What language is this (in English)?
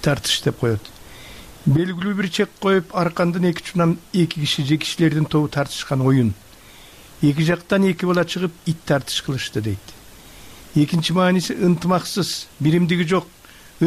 Kyrgyz